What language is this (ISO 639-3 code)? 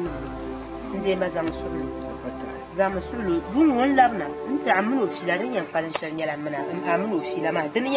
dag